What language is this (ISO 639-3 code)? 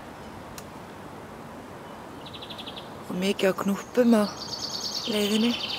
isl